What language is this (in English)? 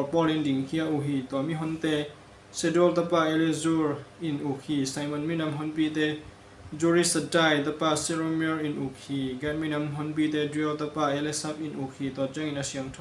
Tedim Chin